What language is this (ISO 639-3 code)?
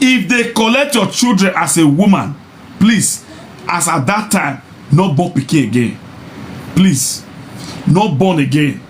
pcm